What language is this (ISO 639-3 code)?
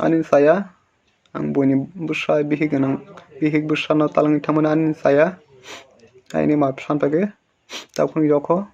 trp